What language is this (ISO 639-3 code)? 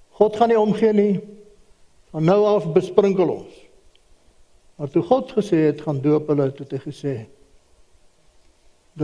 afr